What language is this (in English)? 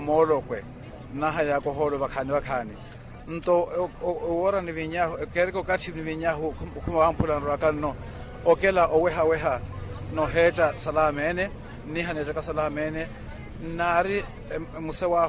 Makhuwa